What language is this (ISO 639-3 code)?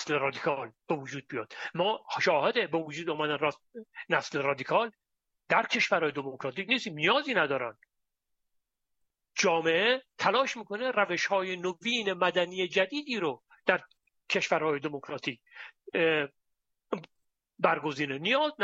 fas